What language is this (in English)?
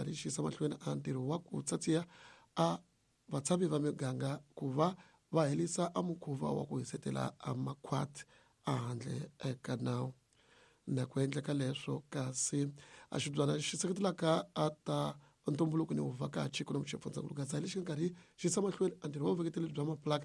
Tsonga